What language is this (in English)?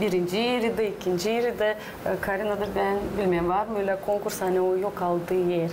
Gagauz